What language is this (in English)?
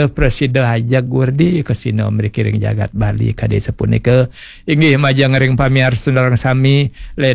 Balinese